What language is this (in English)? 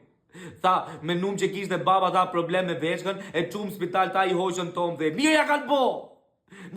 Albanian